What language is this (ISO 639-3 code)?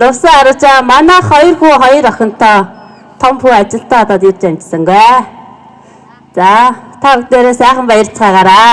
mon